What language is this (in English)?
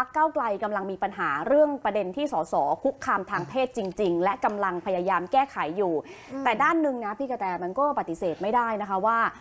Thai